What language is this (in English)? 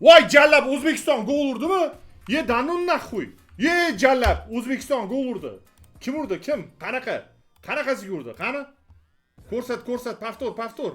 Uzbek